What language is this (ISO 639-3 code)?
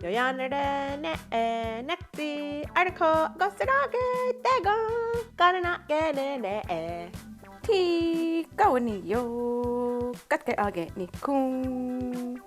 moh